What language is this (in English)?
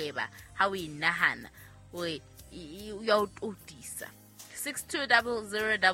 Southern Sotho